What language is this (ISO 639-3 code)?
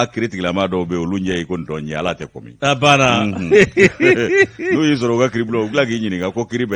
bam